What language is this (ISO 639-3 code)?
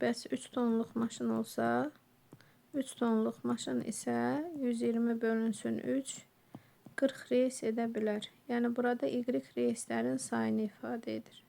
aze